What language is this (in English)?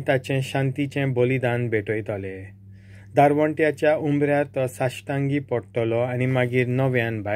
Konkani